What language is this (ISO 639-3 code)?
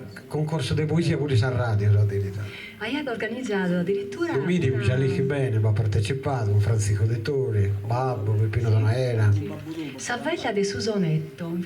srd